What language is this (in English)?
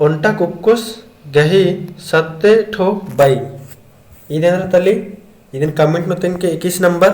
Kurukh